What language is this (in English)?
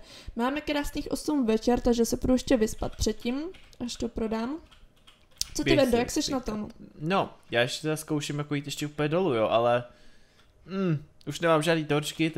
Czech